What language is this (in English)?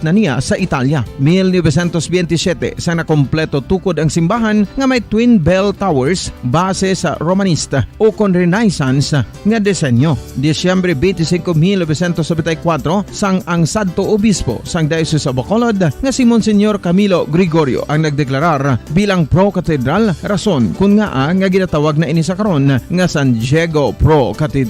Hiligaynon